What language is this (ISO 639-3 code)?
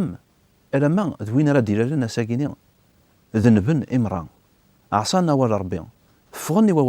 kab